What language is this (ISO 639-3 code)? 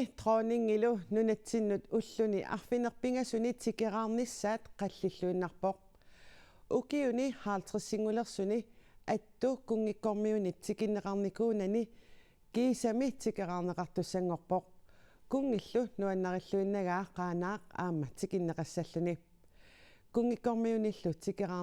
kal